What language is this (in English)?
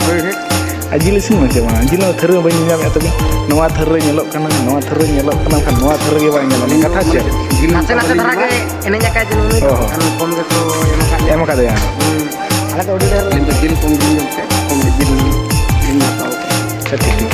Santali